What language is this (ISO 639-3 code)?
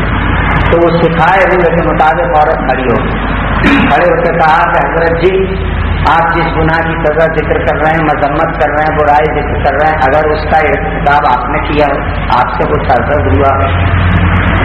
urd